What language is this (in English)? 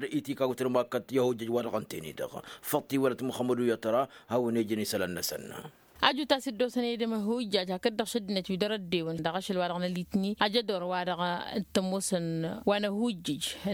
Tamasheq